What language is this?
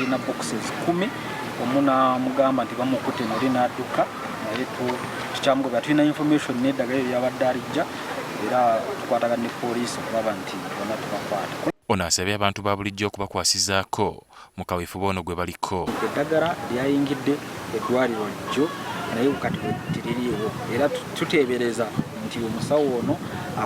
Ganda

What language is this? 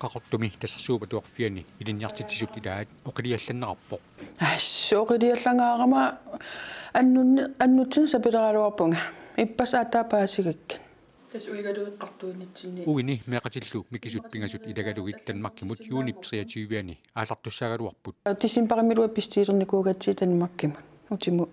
Kalaallisut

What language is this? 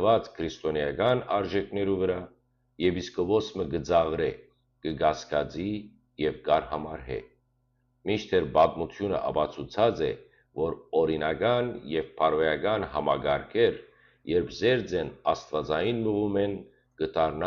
Western Armenian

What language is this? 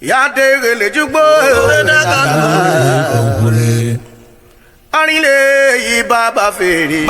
Urhobo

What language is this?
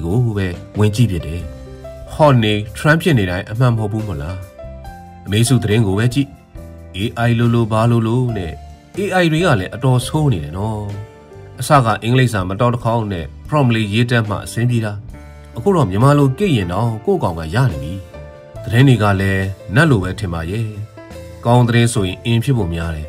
Burmese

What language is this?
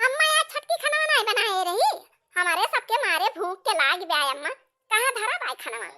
Awadhi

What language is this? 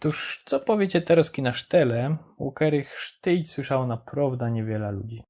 Silesian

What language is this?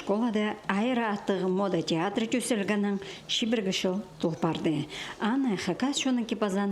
Khakas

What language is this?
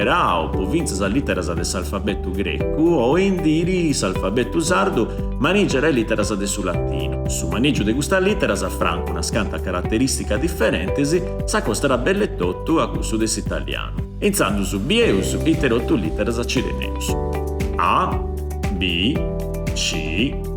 Sardinian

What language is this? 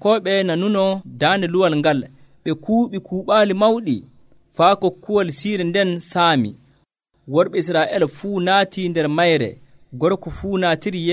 Nigerian Fulfulde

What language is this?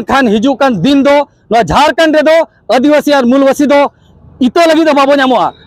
Santali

